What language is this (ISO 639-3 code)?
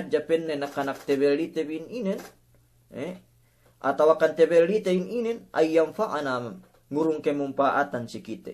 yka